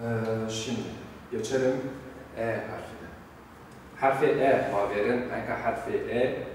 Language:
Zaza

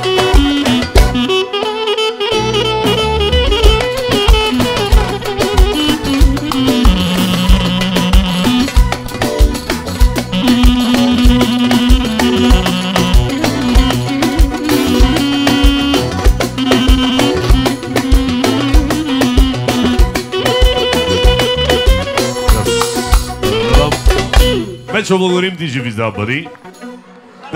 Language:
Bulgarian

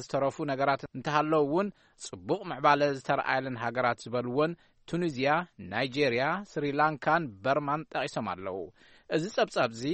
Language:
Tigrinya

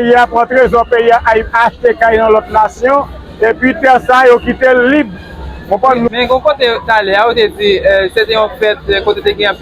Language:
Haitian Creole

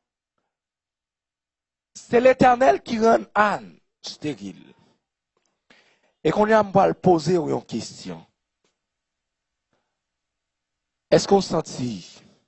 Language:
French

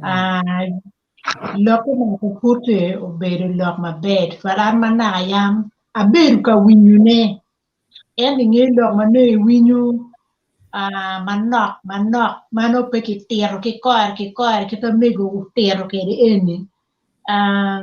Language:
Acoli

